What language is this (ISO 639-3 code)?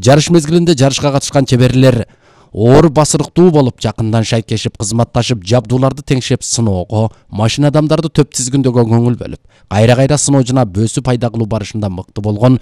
kir